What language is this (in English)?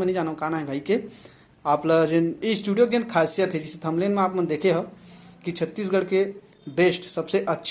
Chhattisgarhi